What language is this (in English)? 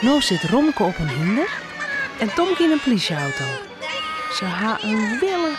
Western Frisian